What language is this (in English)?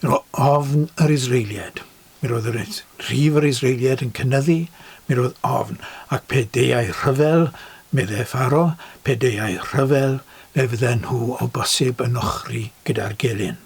Welsh